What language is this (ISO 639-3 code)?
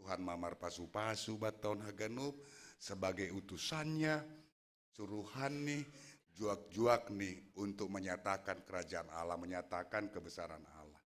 bts